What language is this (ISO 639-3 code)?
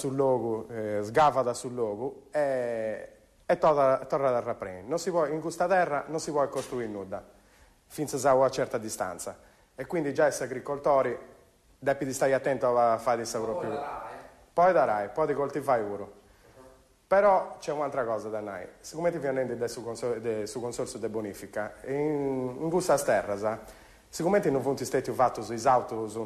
srd